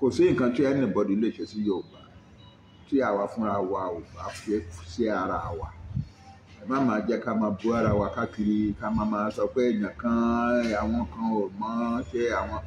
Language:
Yoruba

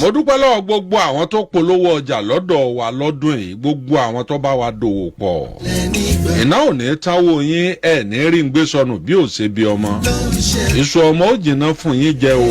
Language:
Yoruba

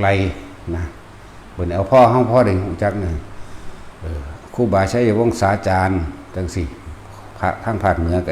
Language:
Northeastern Thai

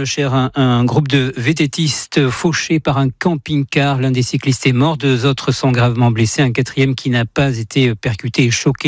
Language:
French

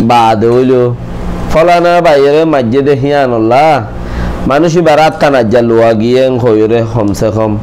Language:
Rohingya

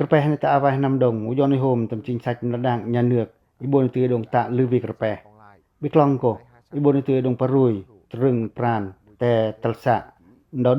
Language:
Pacoh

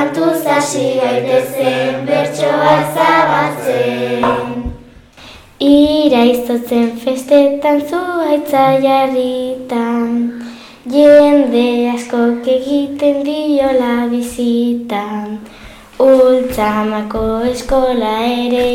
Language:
Basque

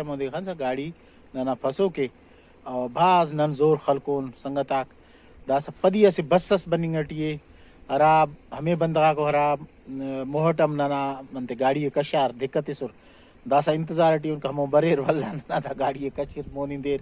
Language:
Brahui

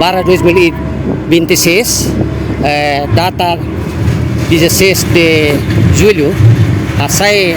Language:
Tetum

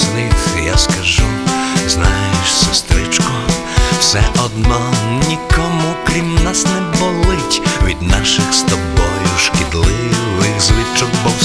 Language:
Ukrainian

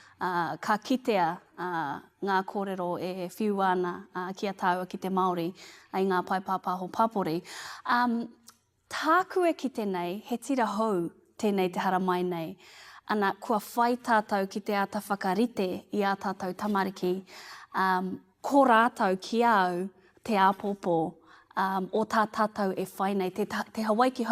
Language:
Māori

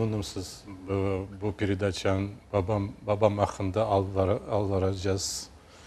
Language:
Crimean Tatar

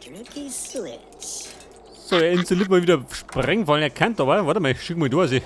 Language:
Bavarian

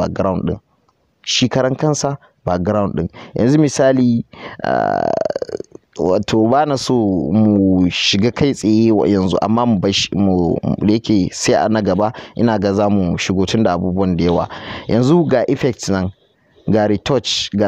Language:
Hausa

